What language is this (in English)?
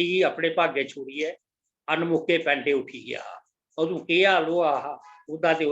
Dogri